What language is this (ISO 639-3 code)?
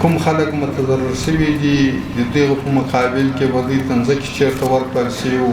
pus